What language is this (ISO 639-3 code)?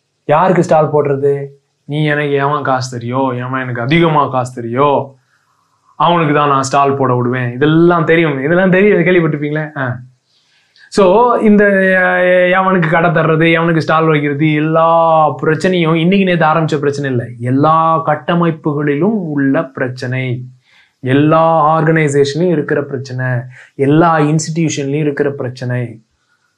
tam